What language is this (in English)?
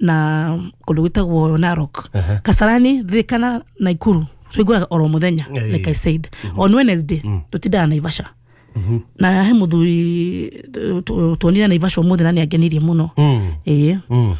Kikuyu